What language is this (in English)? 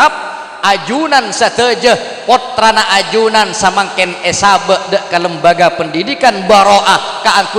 Madurese